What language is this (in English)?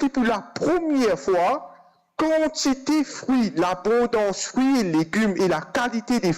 Morisyen